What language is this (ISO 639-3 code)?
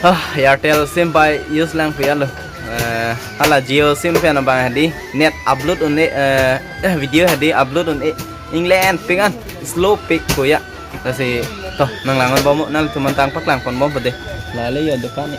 mjw